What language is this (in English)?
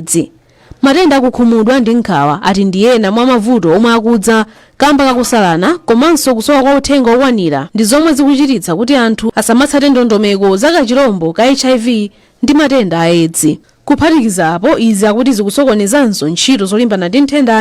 Nyanja